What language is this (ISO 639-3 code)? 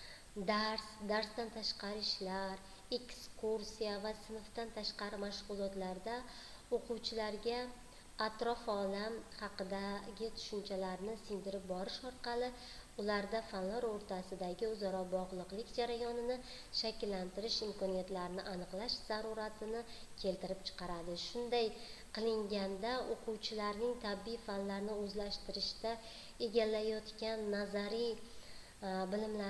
uzb